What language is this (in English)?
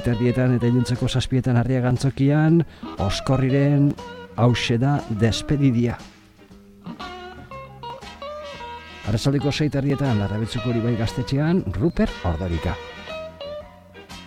Basque